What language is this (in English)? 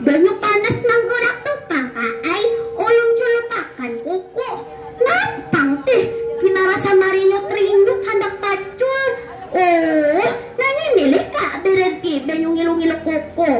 Banjar